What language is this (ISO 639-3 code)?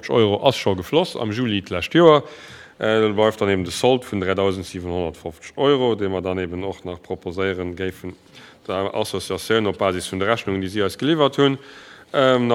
ltz